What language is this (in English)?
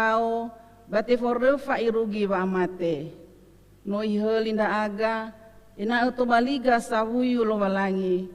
Nias